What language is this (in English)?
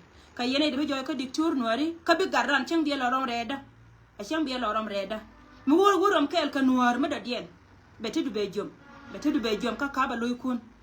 Nuer